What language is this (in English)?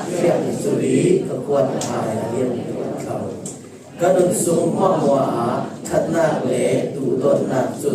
Falam Chin